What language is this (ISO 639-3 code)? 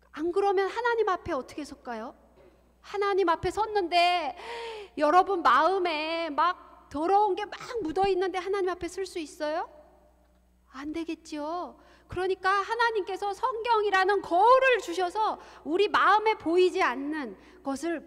kor